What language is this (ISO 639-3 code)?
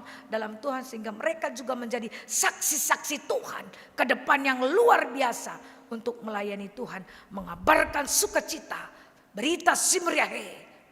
btx